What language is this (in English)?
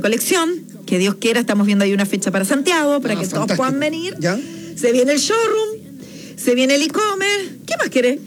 Spanish